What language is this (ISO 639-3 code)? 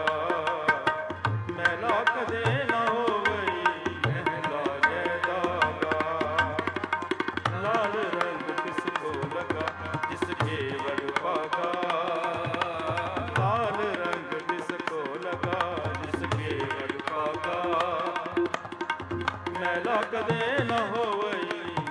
pan